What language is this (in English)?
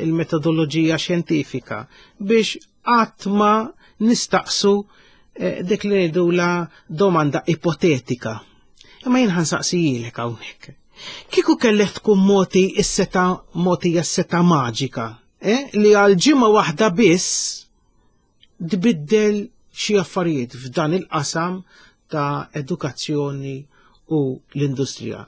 Maltese